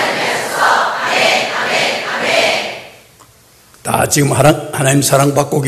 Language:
Korean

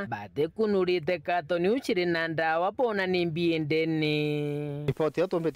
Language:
Meru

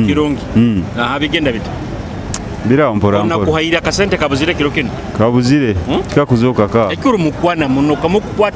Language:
Nyoro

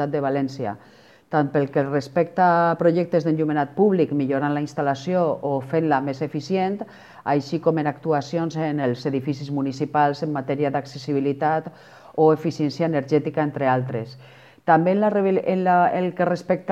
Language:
Catalan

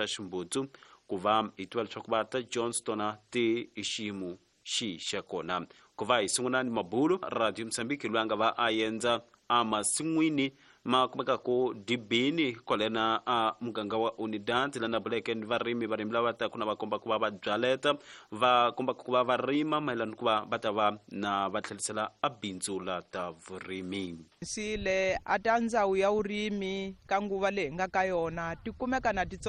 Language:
Tsonga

